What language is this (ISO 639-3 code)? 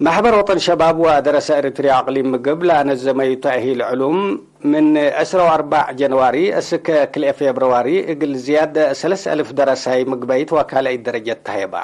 tig